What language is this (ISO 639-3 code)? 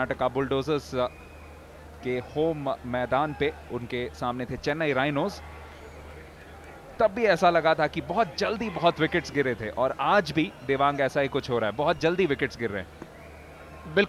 hin